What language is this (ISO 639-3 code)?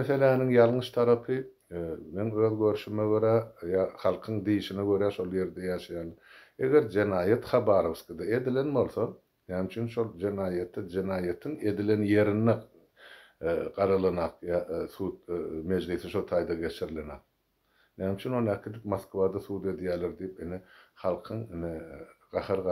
tuk